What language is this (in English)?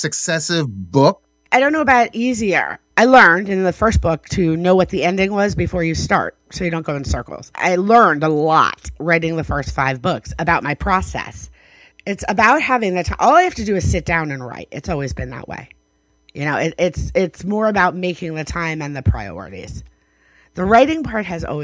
English